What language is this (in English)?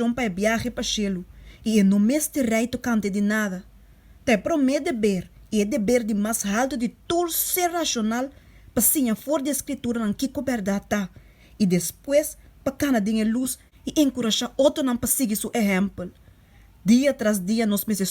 Papiamento